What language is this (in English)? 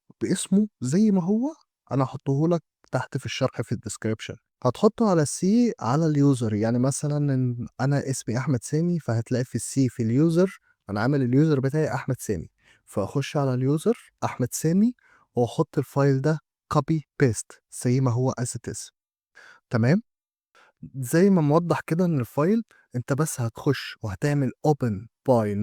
Egyptian Arabic